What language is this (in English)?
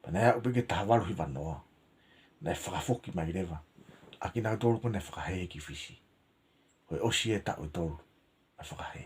Tongan